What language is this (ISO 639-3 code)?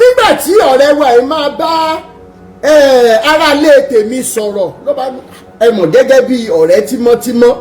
yor